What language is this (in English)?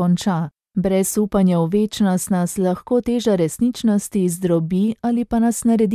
Slovenian